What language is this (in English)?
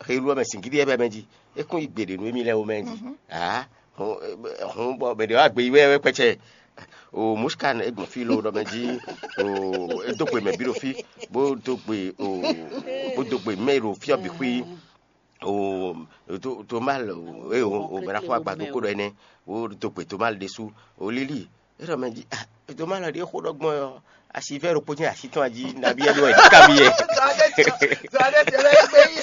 Fon